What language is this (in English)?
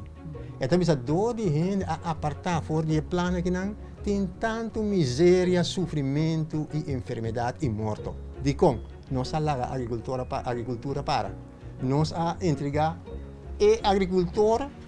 Papiamento